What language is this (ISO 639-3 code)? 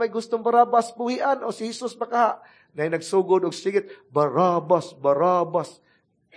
ceb